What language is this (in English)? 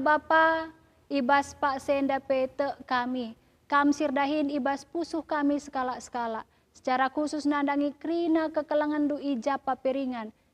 Batak Karo